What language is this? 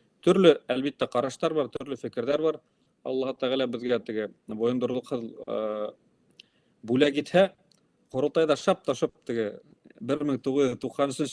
Bashkir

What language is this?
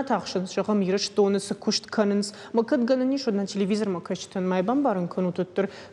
Ossetic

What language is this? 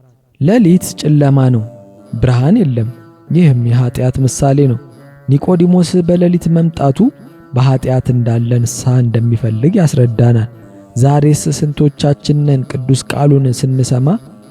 Amharic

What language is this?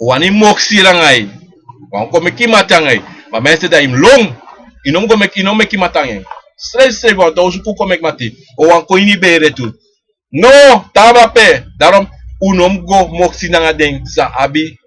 Sranan Tongo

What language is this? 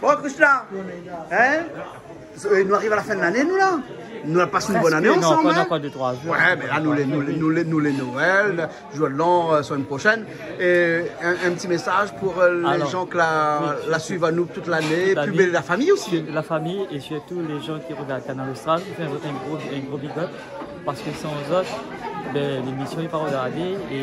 Réunion Creole French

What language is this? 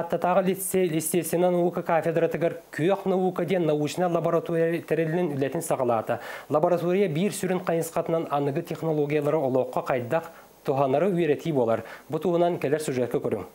Yakut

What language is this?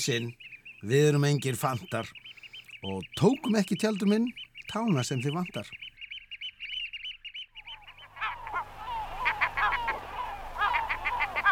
Icelandic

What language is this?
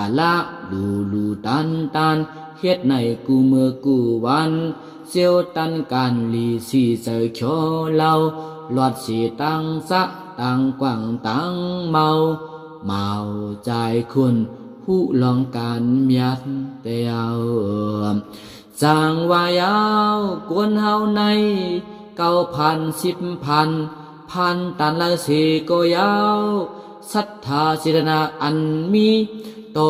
Shan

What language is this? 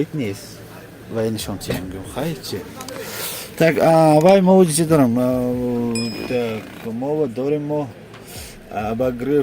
Tajik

